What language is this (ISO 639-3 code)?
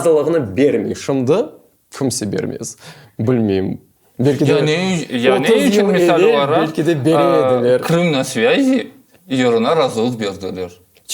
crh